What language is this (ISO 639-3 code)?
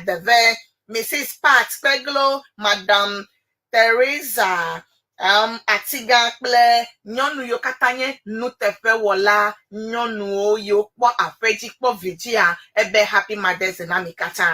ewe